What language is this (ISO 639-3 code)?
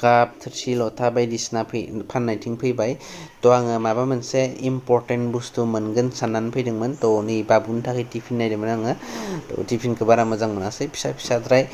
brx